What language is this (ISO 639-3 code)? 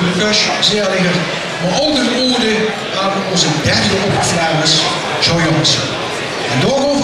lim